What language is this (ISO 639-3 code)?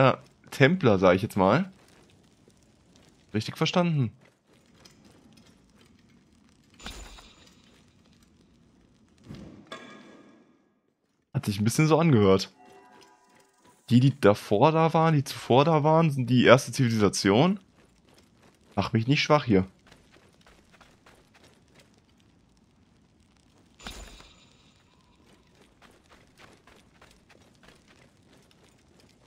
deu